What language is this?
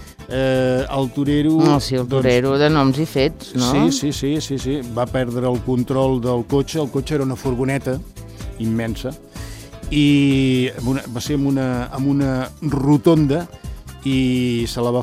Catalan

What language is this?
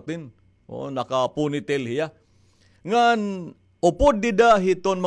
Waray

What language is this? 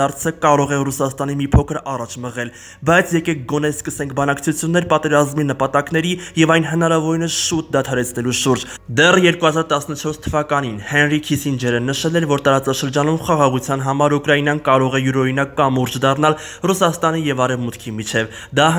Armenian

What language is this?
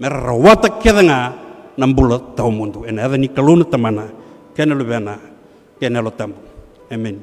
Fijian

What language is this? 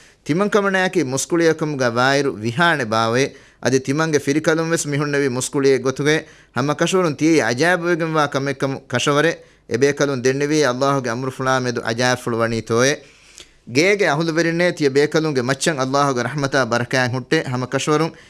Divehi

